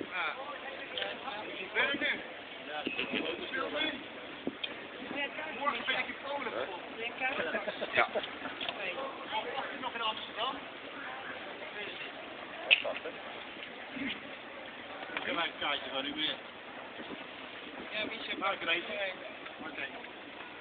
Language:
Dutch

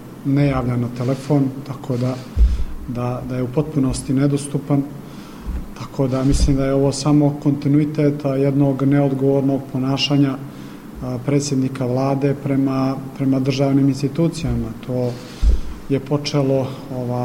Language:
Serbian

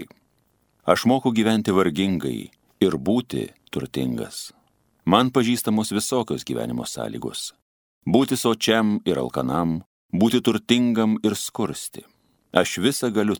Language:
Lithuanian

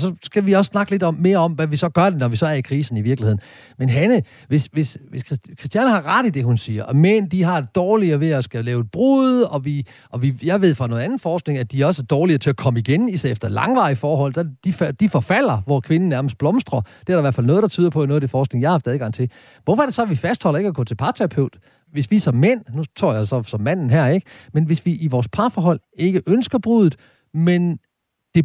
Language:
Danish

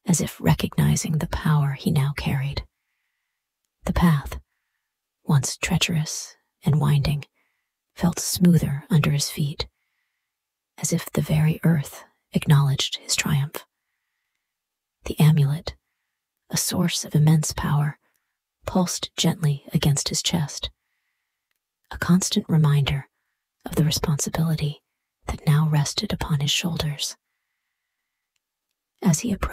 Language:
English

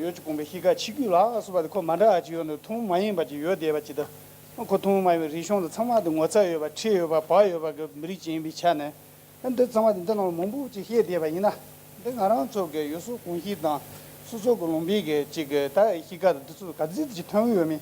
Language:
Tibetan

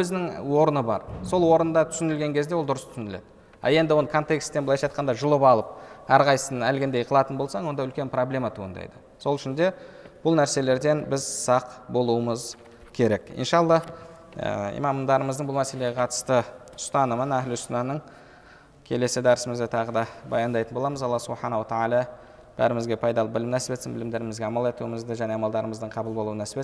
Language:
Kazakh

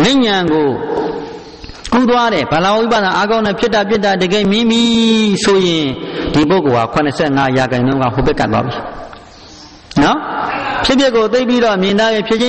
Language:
Burmese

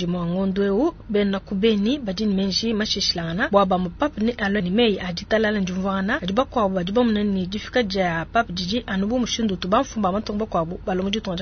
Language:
Luba-Lulua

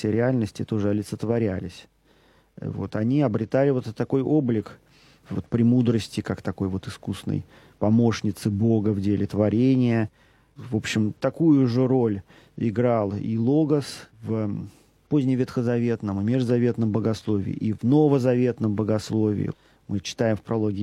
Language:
Russian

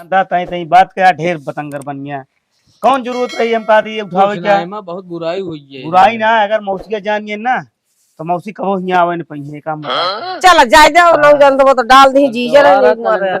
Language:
Awadhi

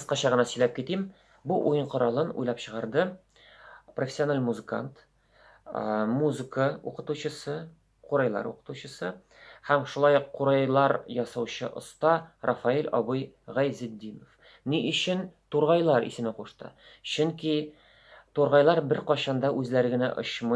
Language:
Tatar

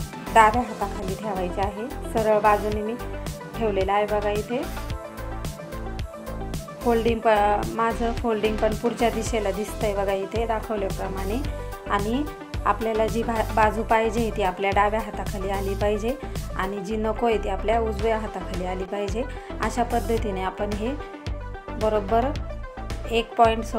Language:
Marathi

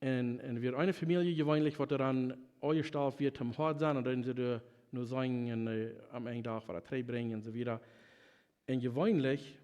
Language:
Plautdietsch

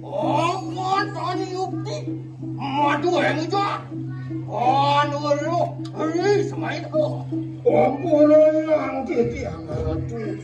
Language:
Balinese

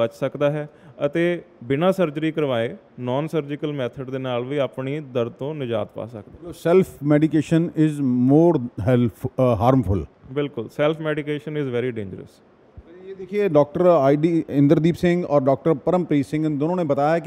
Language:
Punjabi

